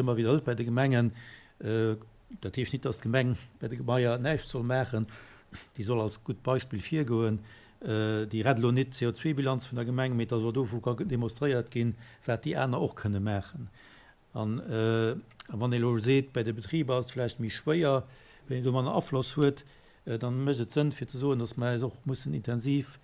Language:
Luxembourgish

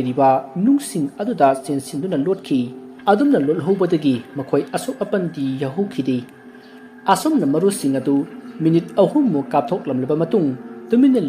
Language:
Manipuri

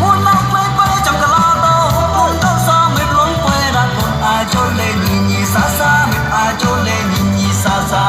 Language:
Mon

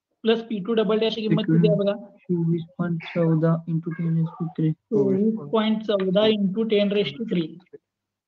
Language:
Marathi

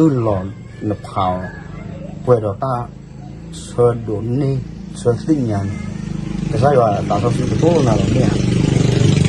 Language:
S'gaw Karen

